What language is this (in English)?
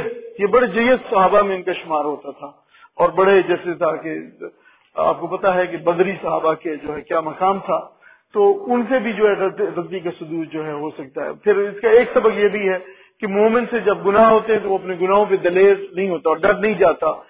Urdu